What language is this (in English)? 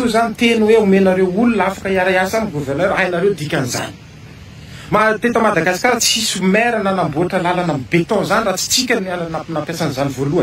Malagasy